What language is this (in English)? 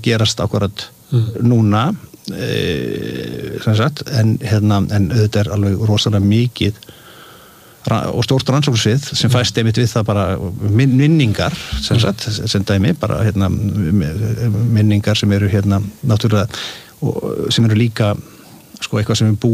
Icelandic